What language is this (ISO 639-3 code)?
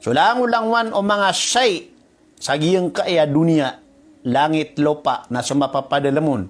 mrw